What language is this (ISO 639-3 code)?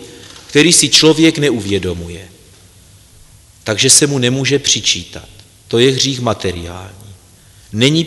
ces